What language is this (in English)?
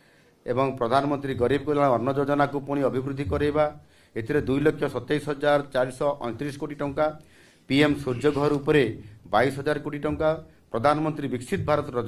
Odia